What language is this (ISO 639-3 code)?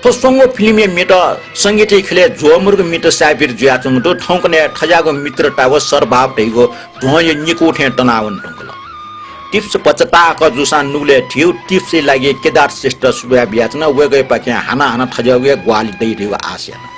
new